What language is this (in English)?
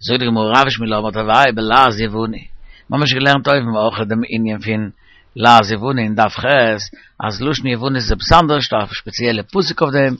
Yiddish